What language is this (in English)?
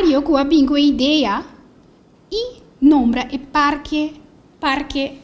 Papiamento